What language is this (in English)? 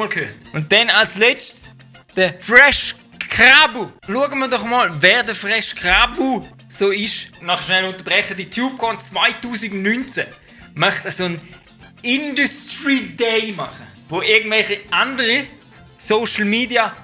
Swiss German